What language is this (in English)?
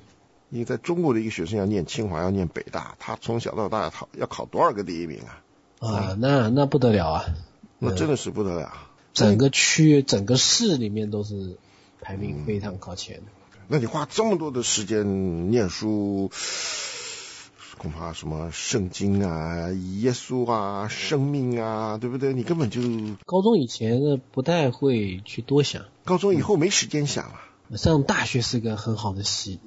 Chinese